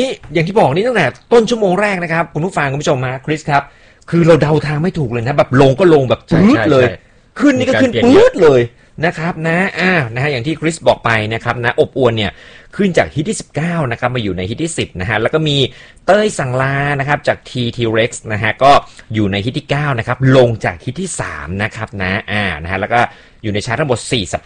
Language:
Thai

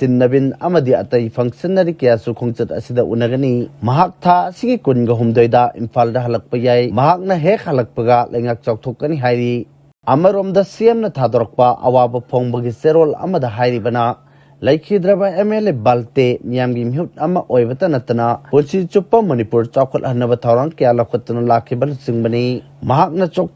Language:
Manipuri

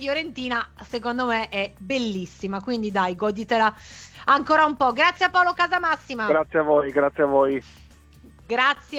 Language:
Italian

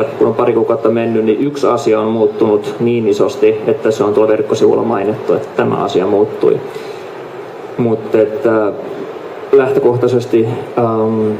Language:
Finnish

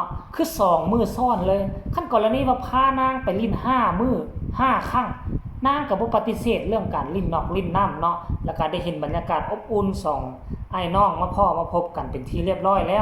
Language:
Northeastern Thai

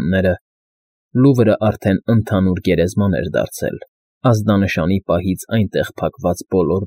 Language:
Armenian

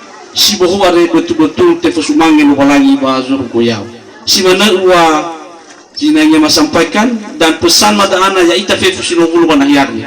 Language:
Nias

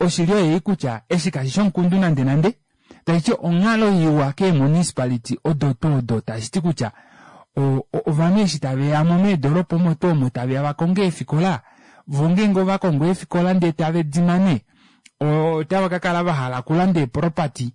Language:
Kuanyama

